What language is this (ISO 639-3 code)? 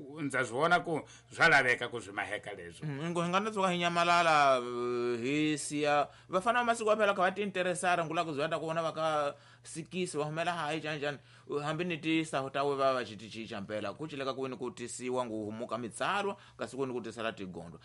tso